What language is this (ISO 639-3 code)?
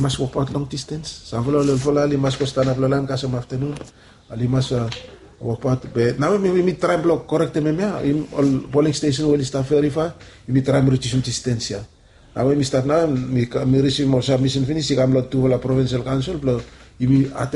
bis